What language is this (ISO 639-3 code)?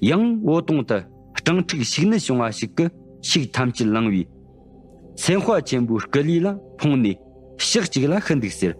bod